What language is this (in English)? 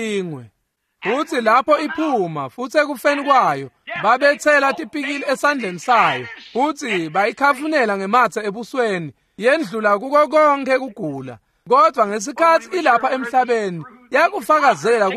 Swati